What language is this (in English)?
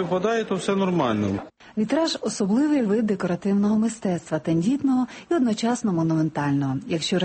Ukrainian